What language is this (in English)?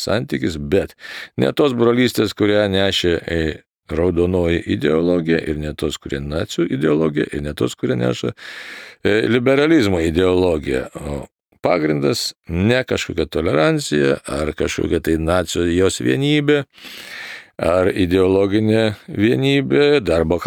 Lithuanian